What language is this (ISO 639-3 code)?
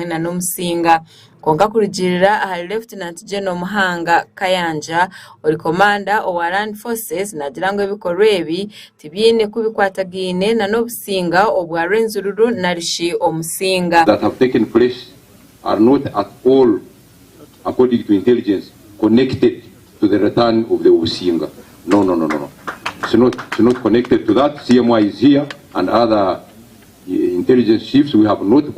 nyn